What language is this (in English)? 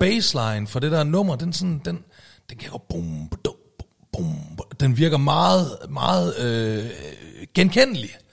Danish